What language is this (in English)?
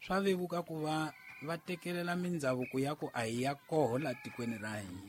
Tsonga